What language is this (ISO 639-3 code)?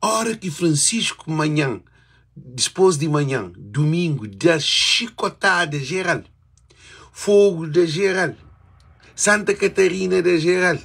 kea